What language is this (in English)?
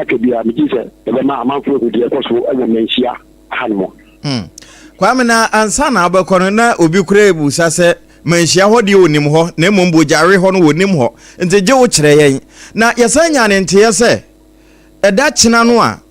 Akan